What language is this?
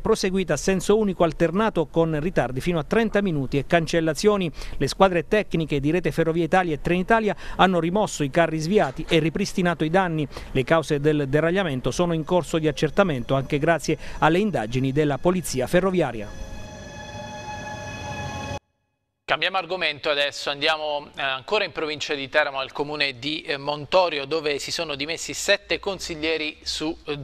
Italian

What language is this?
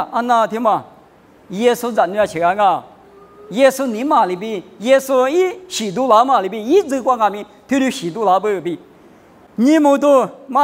Lisu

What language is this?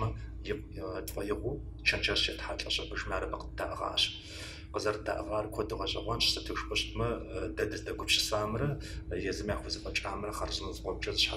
Kabardian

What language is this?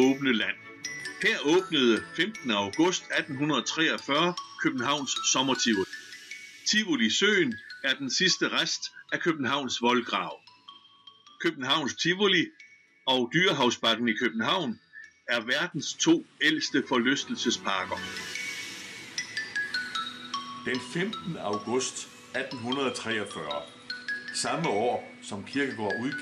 Danish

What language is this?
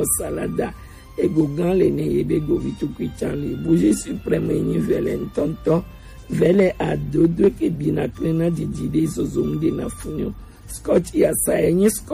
Gen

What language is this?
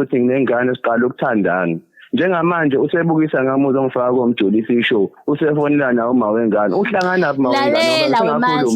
Zulu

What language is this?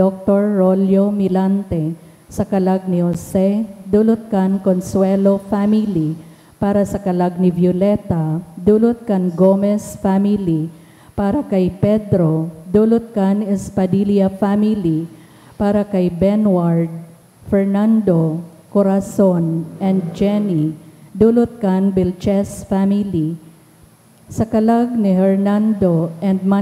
Bikol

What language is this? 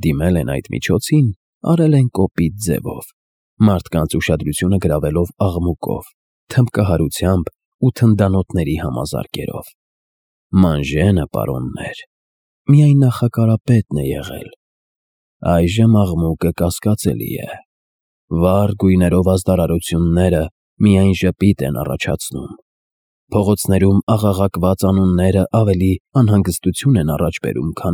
Armenian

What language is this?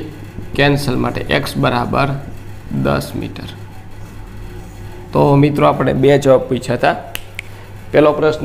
Gujarati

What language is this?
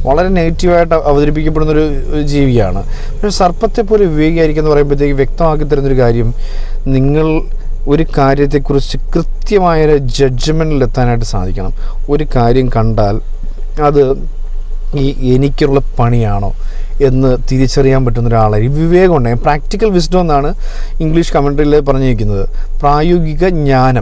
Malayalam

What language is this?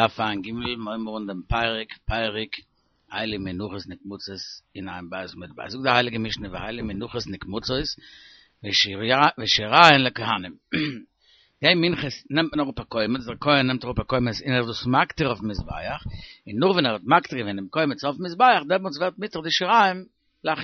Yiddish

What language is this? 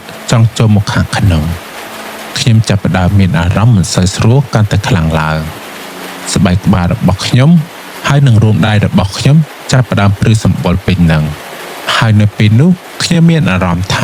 Khmer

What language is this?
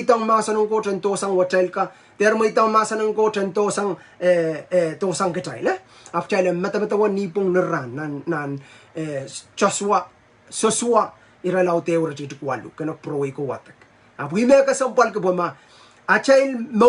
Pohnpeian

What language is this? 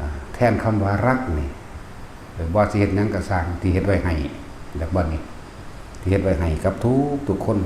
Lao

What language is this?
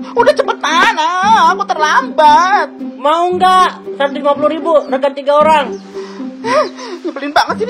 Betawi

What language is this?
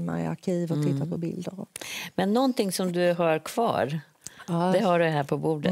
Swedish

